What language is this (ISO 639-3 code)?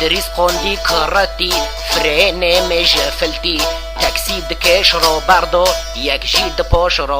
kur